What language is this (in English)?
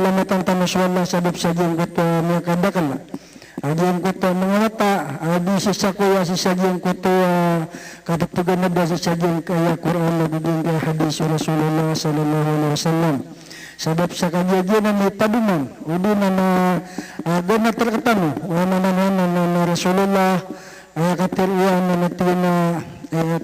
Maranao